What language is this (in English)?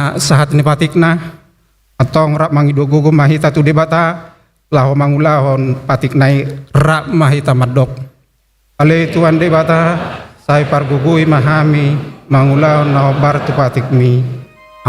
Batak Toba